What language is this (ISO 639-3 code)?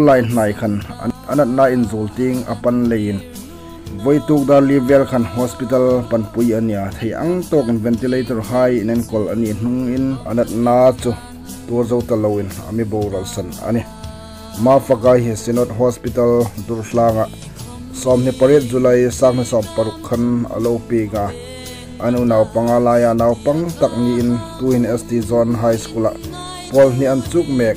hmr